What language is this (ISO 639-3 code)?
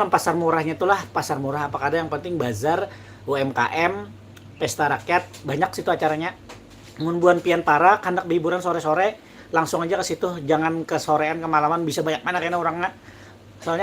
bjn